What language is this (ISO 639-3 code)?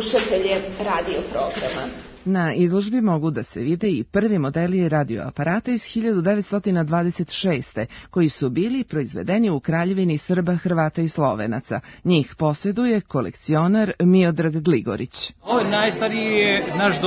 srp